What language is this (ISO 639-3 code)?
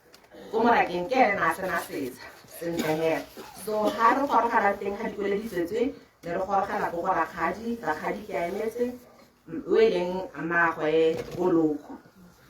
tsn